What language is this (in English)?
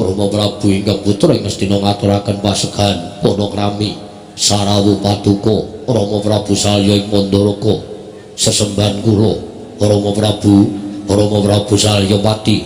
Javanese